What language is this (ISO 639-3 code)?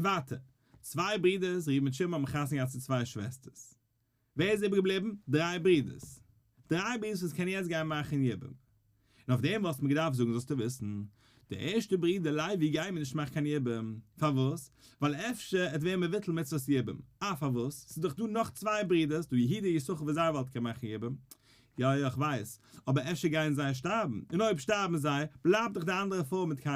yid